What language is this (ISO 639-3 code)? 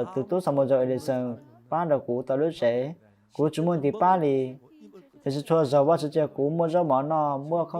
hmn